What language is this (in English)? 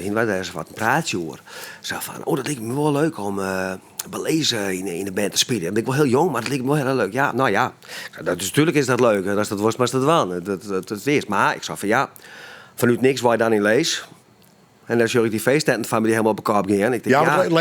Western Frisian